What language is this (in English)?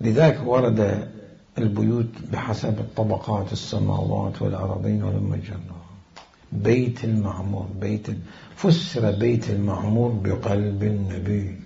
Mesopotamian Arabic